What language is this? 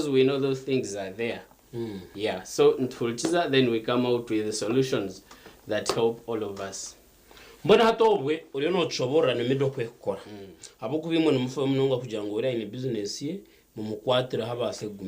Nyankole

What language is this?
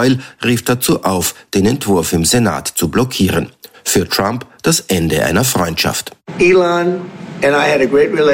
German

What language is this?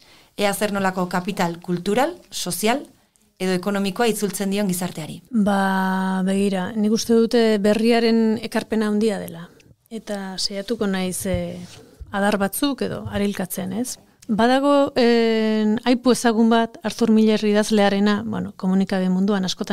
Basque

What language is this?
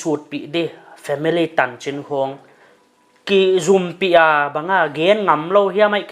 Paite Chin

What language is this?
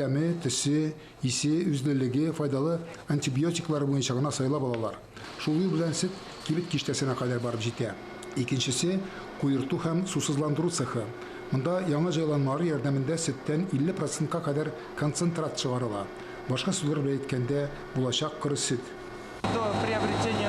Tatar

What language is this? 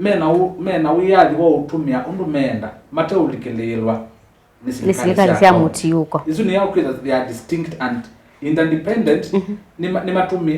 Kamba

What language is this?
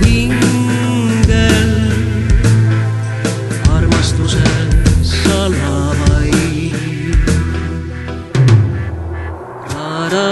Estonian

